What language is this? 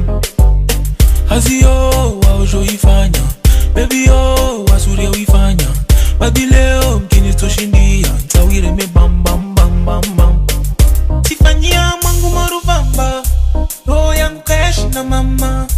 Swahili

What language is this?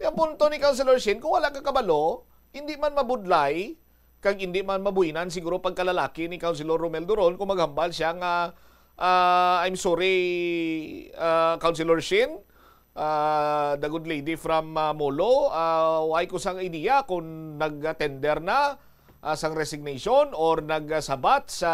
Hiligaynon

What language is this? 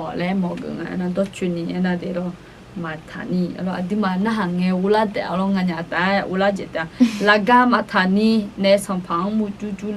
Akha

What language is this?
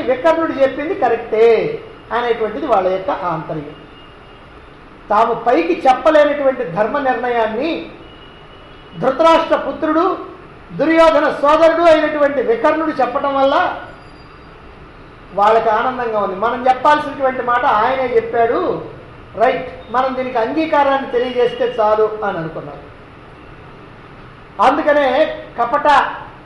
Telugu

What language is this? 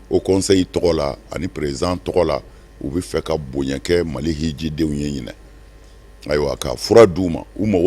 Bambara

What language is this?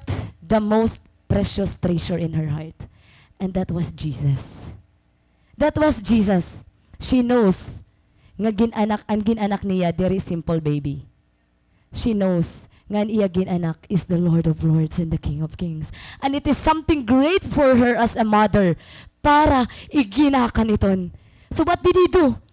Waray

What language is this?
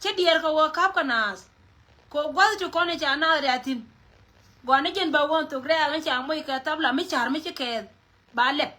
Nuer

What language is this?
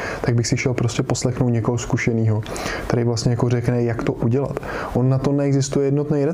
Czech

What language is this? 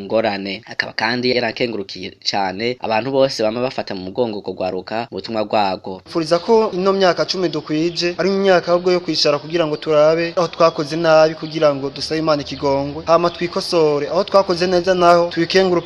Rundi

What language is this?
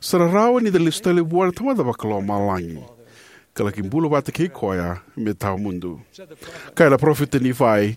Fijian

